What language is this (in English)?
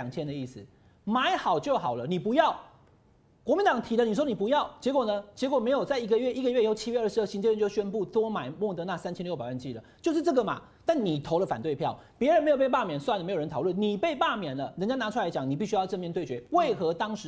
Chinese